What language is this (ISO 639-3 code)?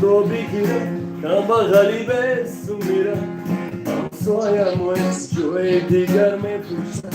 tgk